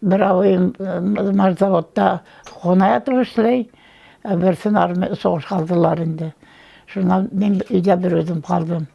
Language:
Bashkir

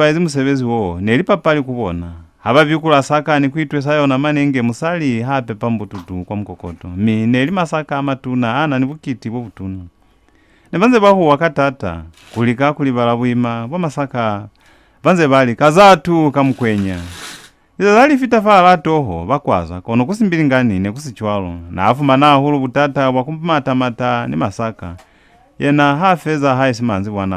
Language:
Lozi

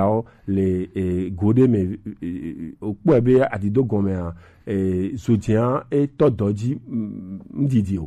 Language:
Gen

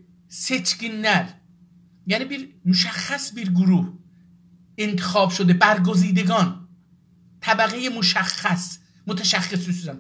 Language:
South Azerbaijani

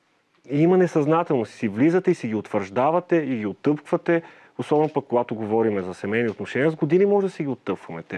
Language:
Bulgarian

